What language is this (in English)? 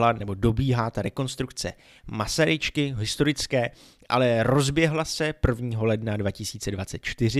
Czech